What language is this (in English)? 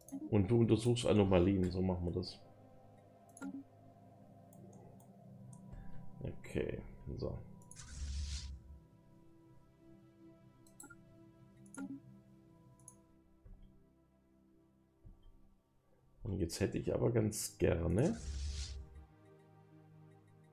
German